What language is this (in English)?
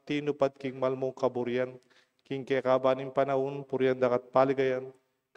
Pampanga